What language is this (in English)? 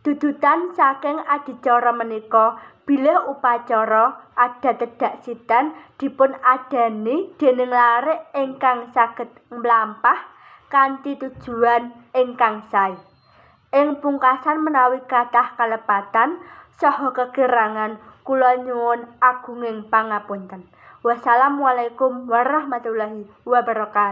Javanese